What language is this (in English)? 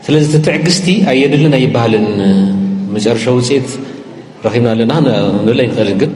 Tigrinya